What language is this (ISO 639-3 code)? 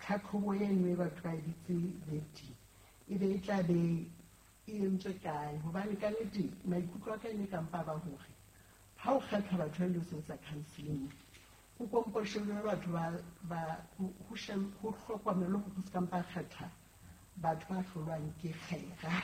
sot